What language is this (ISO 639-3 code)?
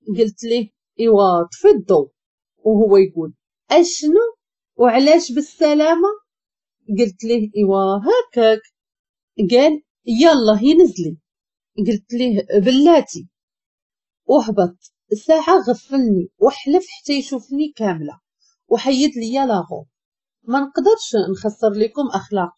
ary